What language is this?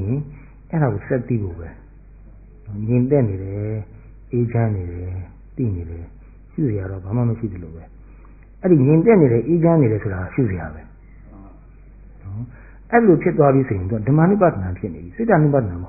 Burmese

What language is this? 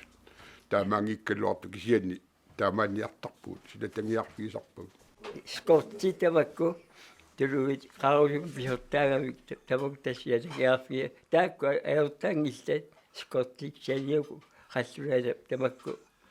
Kalaallisut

